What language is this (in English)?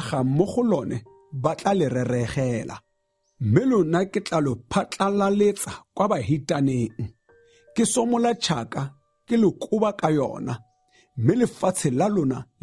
Tswana